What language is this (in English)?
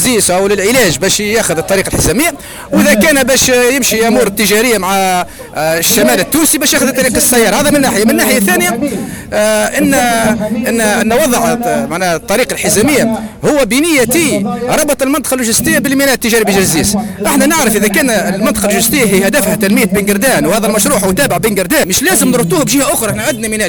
Tunisian Arabic